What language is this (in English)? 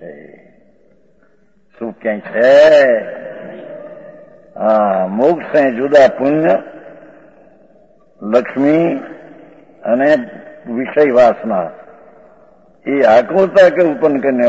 Gujarati